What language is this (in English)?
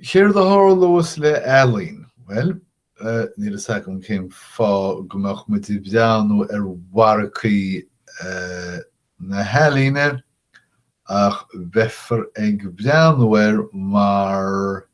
Irish